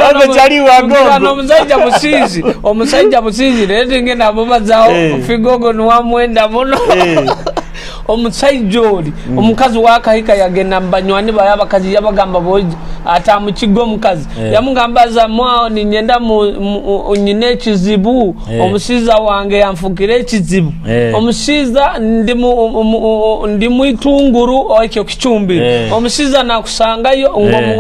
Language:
Nyoro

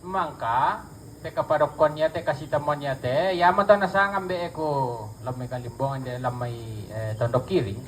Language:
Toraja-Sa'dan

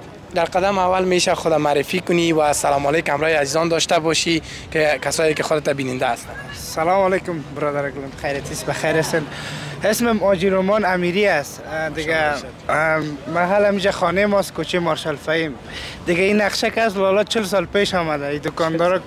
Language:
Persian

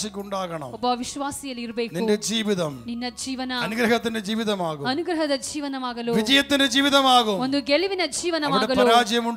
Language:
Malayalam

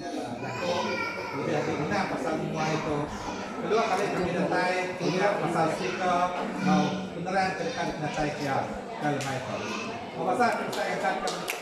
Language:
Iban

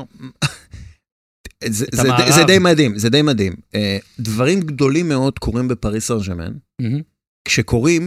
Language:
Hebrew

